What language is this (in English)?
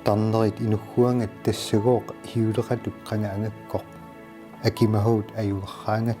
Kalaallisut